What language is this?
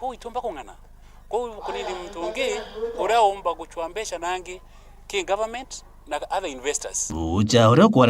Meru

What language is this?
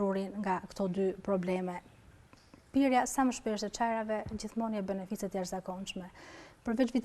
Albanian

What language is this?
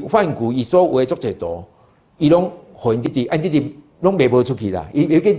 Min Nan Chinese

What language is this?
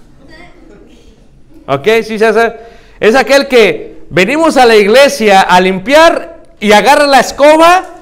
Spanish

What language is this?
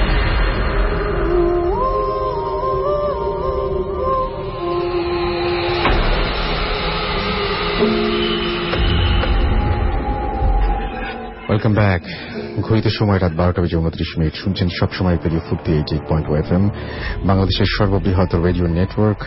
Bangla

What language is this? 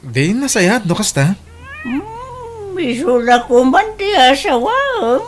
Iloko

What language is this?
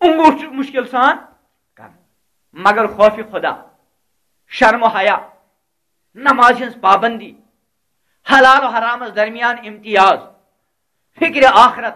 Kashmiri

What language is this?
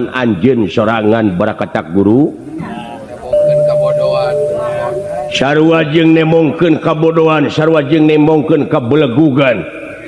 Sundanese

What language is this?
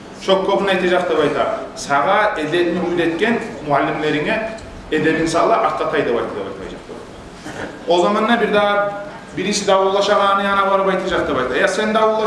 Kumyk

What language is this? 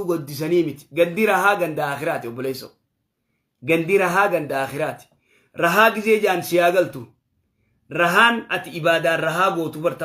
Oromo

